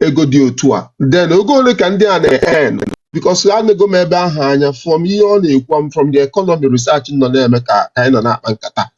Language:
Igbo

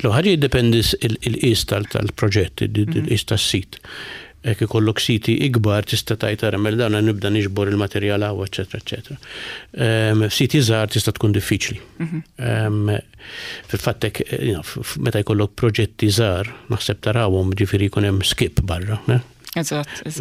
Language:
Maltese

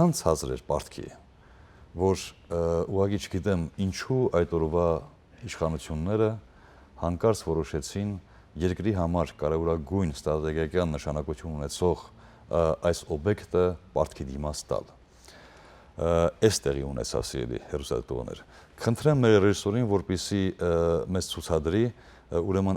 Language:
Western Armenian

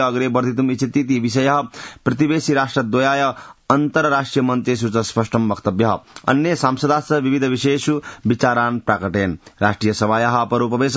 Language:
Sanskrit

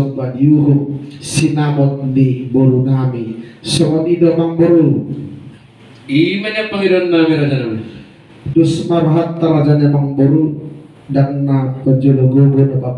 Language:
Batak Toba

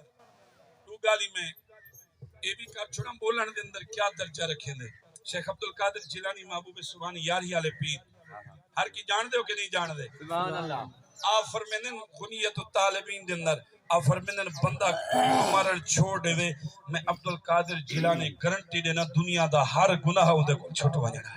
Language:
Saraiki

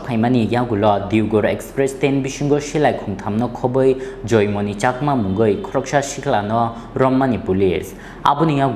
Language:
Kok Borok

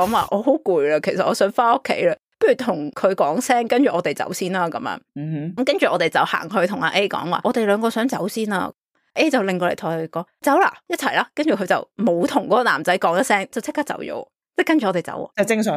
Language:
Cantonese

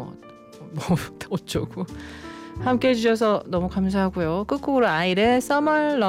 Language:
Korean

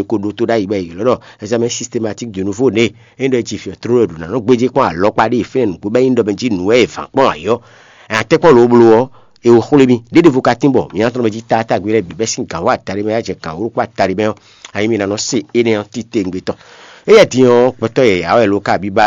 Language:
Fon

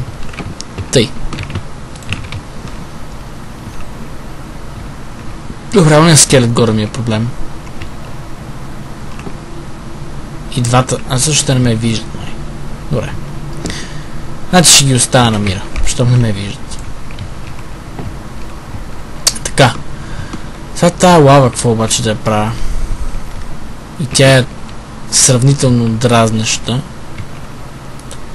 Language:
Bulgarian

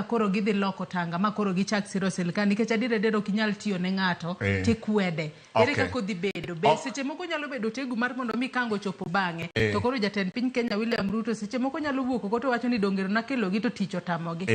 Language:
Luo (Kenya and Tanzania)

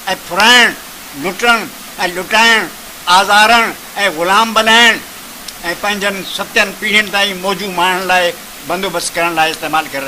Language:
Sindhi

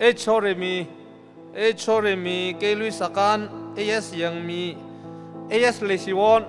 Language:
Tangkhul Naga (India)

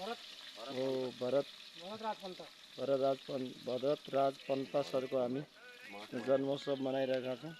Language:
Nepali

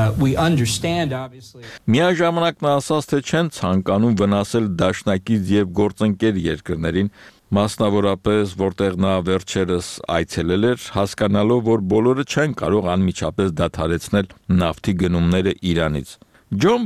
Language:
Armenian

